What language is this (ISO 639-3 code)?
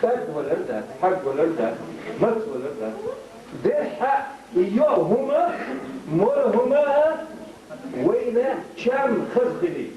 che